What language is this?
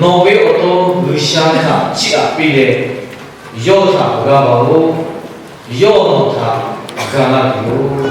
Lahu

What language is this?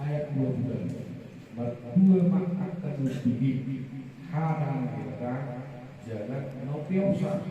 Batak Toba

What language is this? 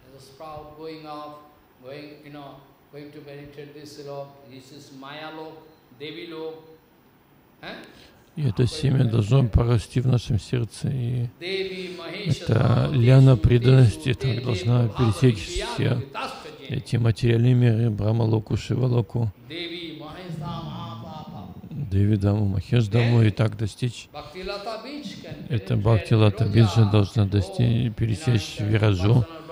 Russian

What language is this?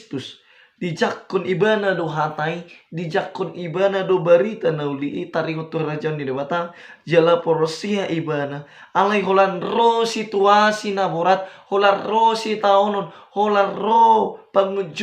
Batak Toba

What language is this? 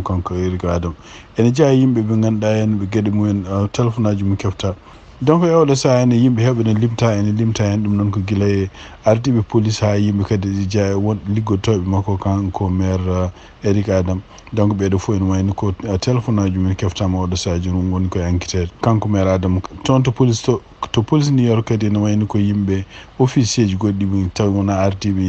Fula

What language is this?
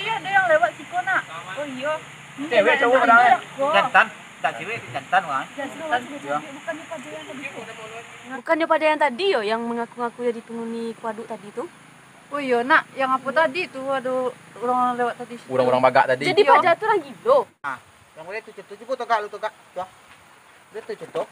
Minangkabau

